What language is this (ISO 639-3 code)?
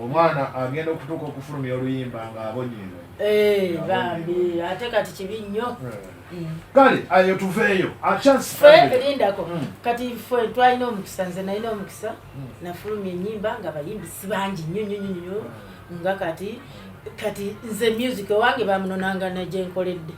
lug